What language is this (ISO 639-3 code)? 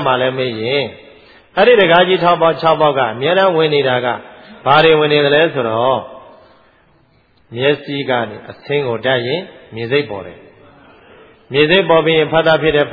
mya